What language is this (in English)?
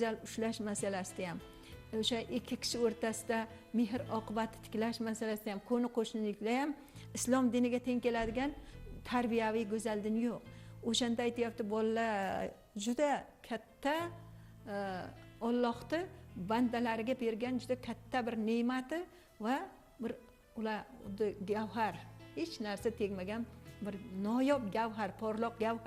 Uzbek